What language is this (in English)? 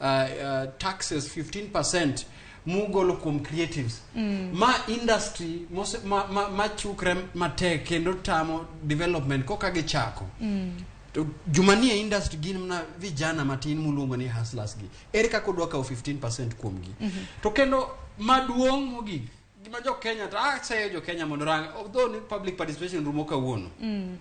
Luo (Kenya and Tanzania)